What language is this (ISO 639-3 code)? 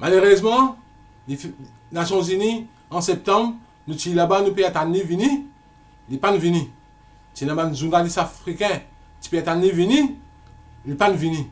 mfe